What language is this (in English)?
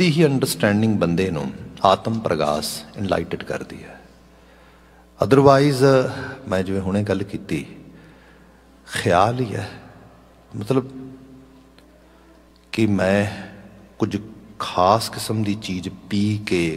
Punjabi